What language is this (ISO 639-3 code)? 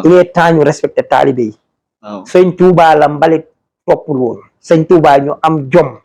wol